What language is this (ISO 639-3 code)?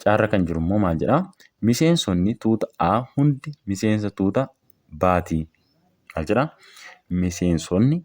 orm